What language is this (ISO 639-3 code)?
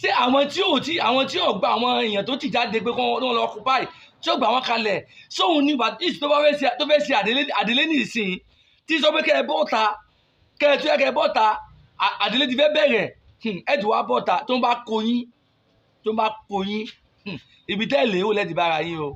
yor